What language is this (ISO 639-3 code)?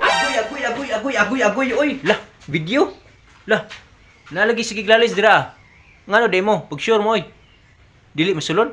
ceb